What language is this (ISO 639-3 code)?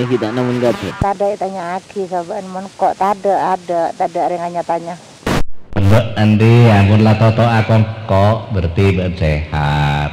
mad